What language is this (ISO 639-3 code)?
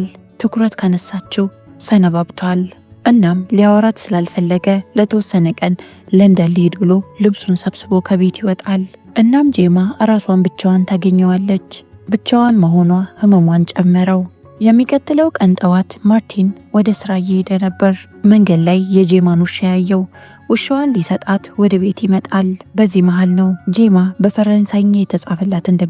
amh